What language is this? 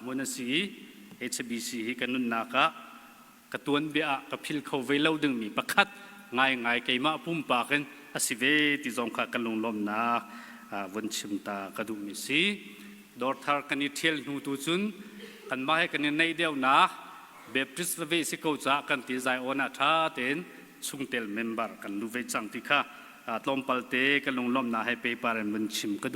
Hakha Chin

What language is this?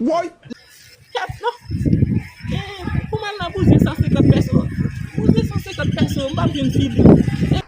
Haitian Creole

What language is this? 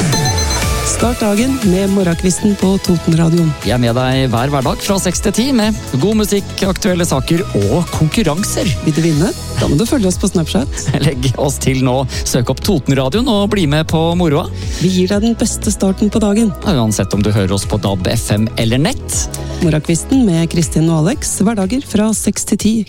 Norwegian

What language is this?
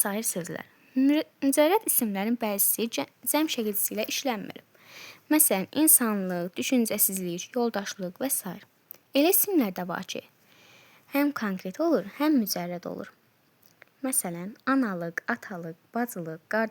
Azerbaijani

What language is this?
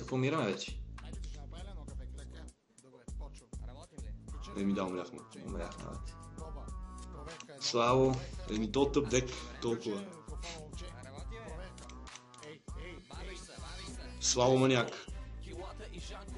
Bulgarian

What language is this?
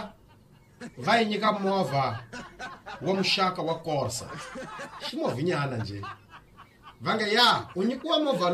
Tsonga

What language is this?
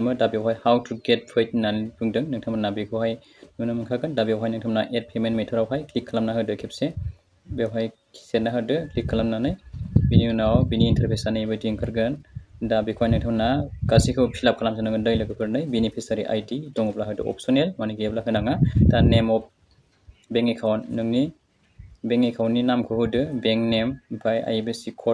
Bodo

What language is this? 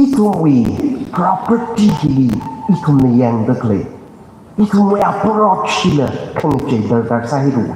Tangkhul Naga (India)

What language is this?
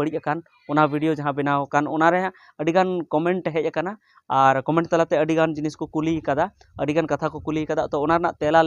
Santali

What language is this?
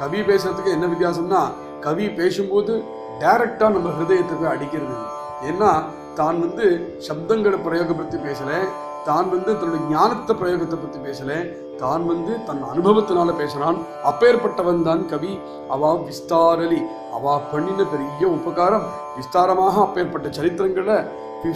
Tamil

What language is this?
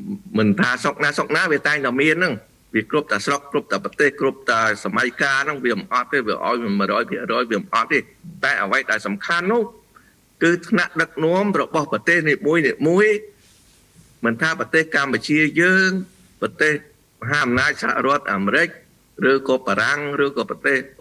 Khmer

